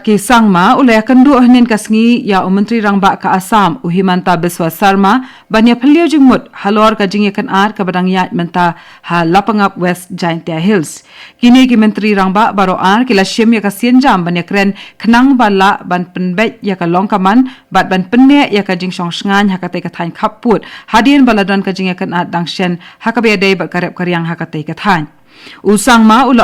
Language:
Khasi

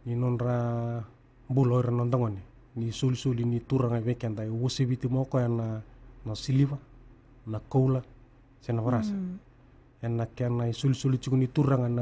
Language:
Fijian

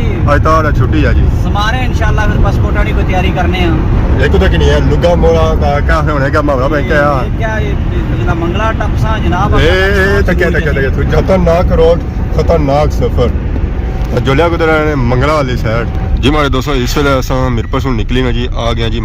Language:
Pahari-Potwari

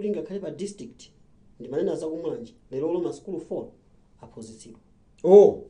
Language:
Nyanja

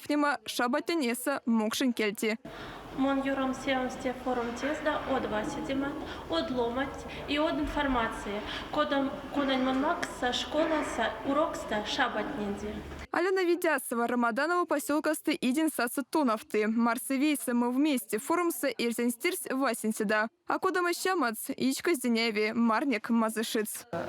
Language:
Erzya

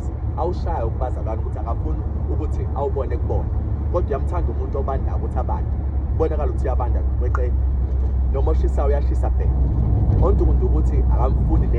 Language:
Zulu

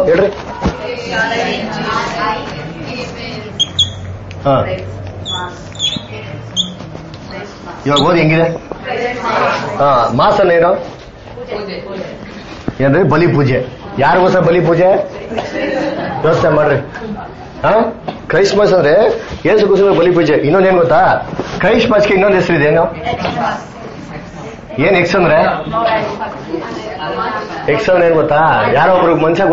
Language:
Kannada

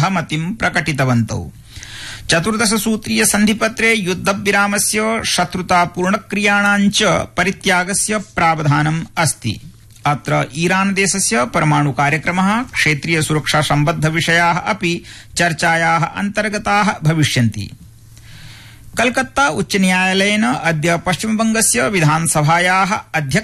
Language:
Sanskrit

